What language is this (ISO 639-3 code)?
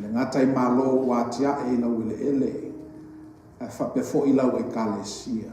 smo